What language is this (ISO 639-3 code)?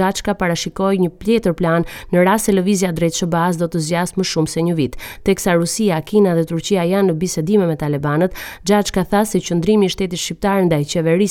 sqi